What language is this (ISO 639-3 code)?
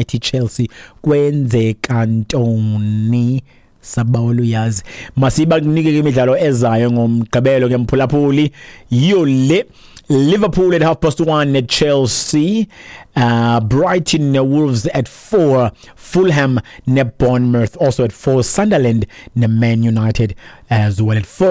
xho